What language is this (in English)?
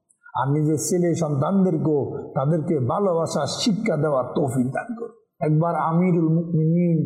Bangla